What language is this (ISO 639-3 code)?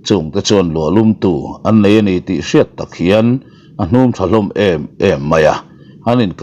lus